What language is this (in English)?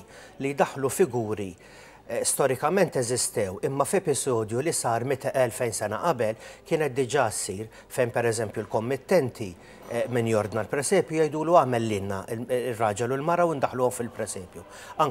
Maltese